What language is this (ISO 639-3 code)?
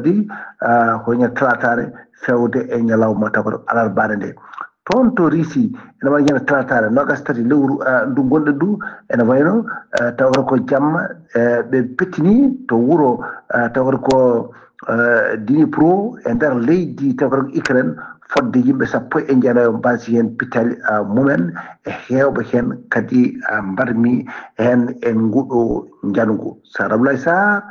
ful